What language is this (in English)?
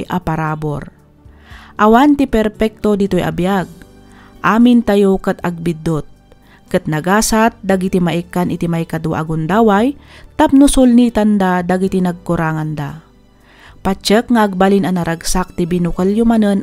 Iloko